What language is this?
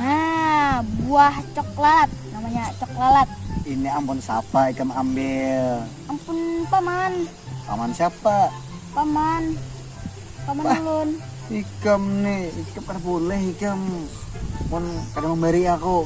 Banjar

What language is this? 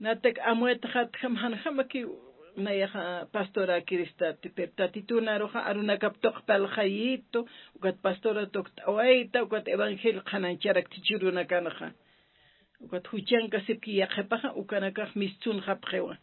Aymara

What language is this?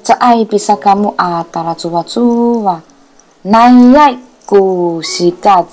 Sakizaya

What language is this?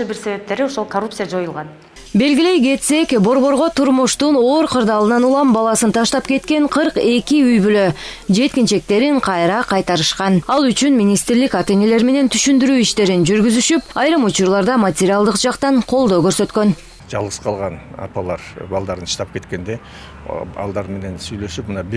Kyrgyz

